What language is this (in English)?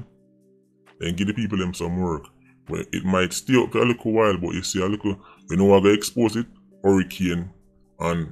Jamaican Creole English